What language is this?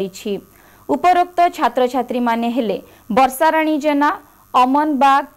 Odia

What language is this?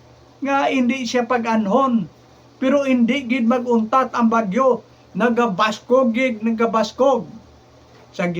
Hiligaynon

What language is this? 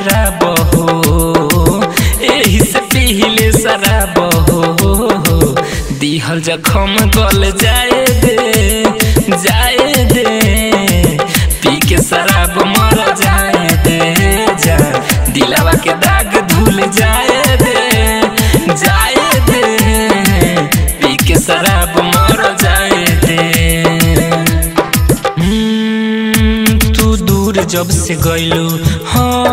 Bhojpuri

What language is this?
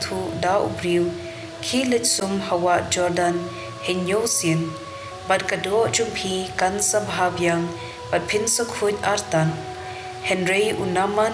Khasi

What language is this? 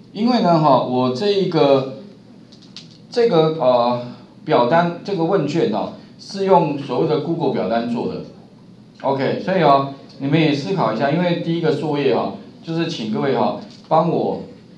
Chinese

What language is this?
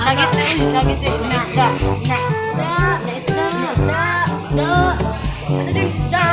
Cebuano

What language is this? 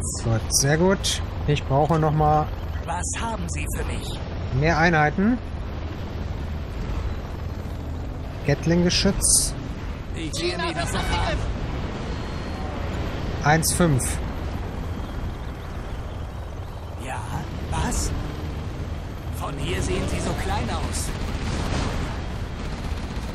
German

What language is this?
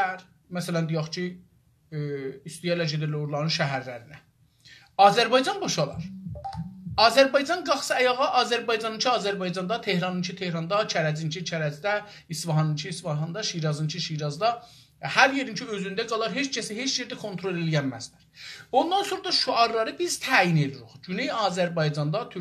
South Azerbaijani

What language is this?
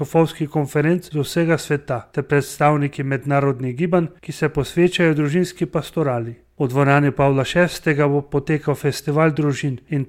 Slovenian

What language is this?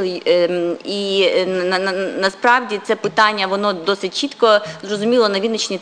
Ukrainian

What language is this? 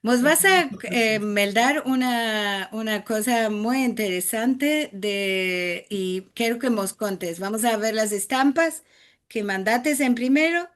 Ladino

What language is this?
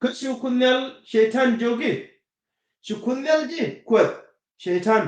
Nuer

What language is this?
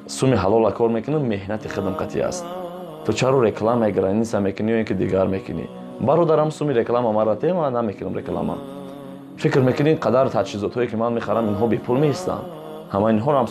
Tajik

